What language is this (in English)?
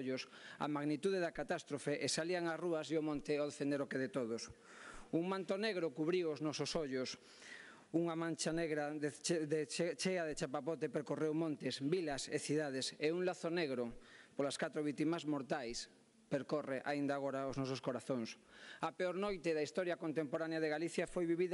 Galician